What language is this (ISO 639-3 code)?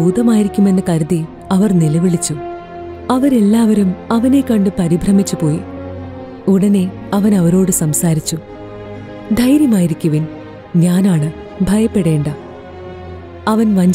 mal